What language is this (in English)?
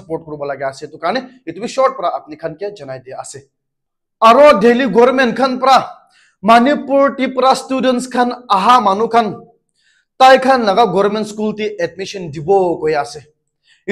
Naga Pidgin